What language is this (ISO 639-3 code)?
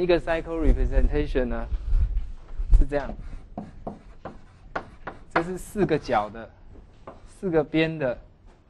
zho